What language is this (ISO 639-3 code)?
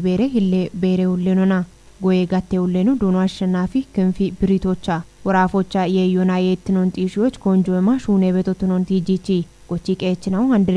kbr